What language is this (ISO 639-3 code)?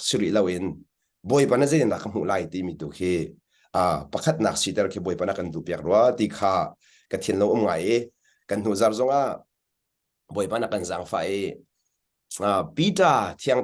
cnh